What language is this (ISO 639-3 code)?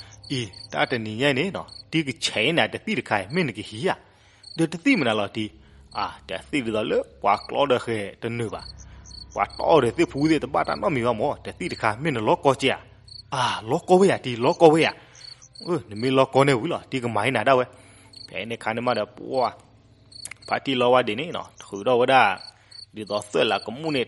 ksw